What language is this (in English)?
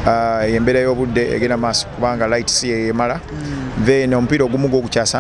Ganda